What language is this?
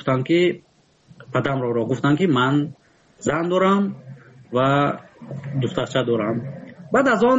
Tajik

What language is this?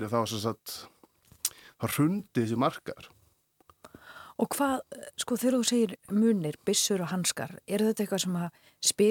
Icelandic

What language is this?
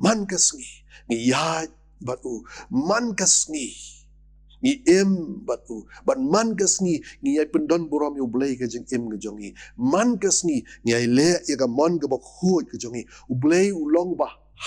Khasi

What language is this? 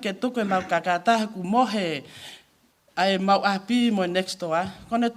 Tongan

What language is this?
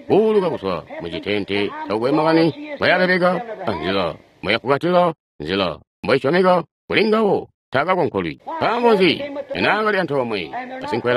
Tonga (Zambia)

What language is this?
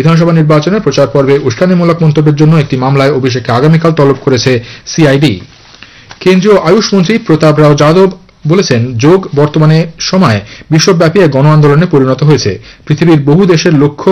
Bangla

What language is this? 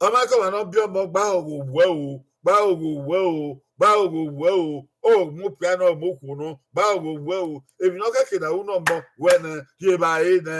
Bini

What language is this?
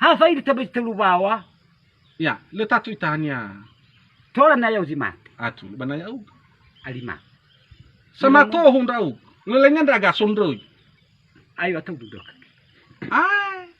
Nias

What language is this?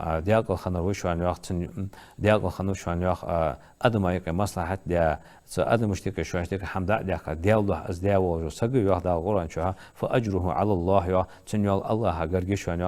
Ingush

